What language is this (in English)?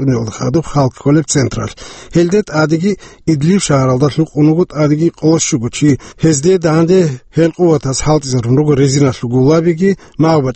Avaric